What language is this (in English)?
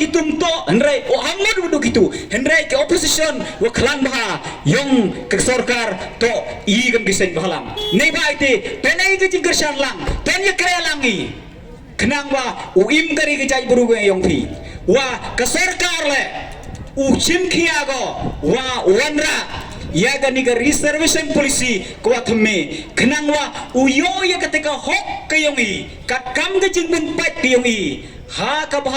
Pnar